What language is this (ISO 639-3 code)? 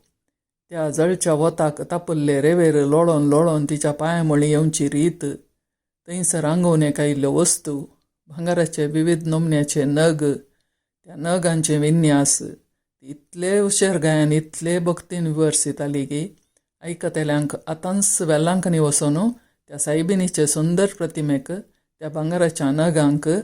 kok